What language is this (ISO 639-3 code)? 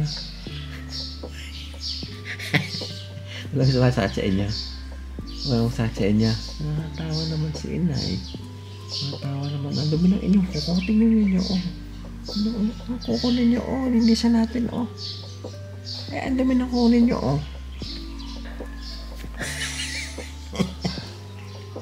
fil